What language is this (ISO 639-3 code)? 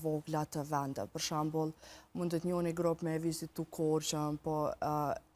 sqi